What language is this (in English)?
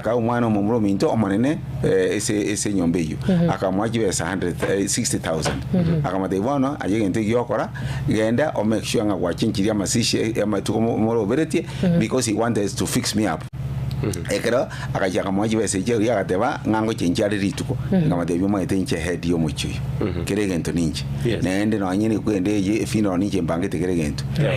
Gusii